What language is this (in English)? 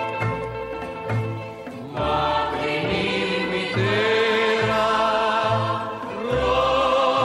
Greek